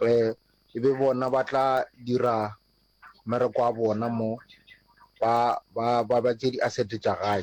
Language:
Northern Sotho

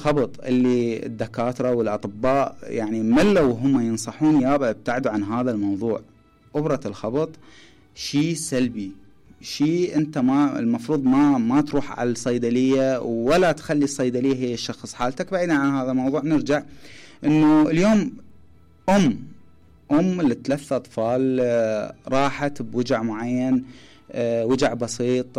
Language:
Mesopotamian Arabic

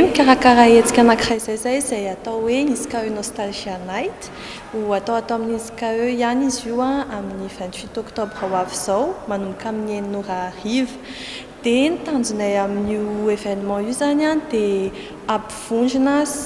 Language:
Malagasy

